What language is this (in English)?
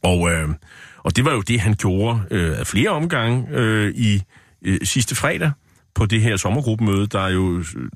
Danish